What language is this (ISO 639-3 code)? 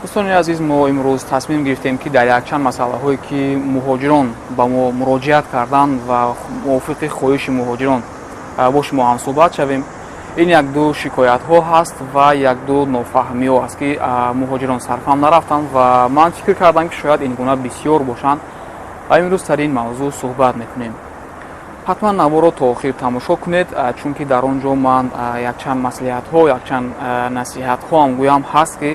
tgk